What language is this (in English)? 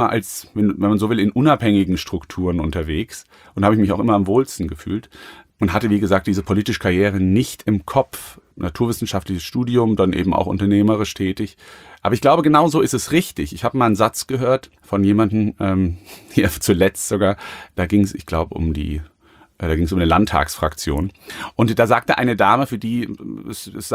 German